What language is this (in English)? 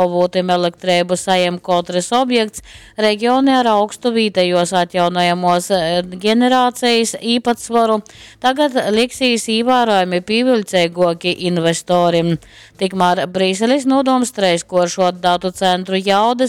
Latgalian